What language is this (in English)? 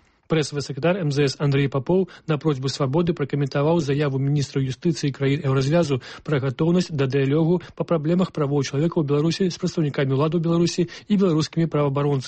Belarusian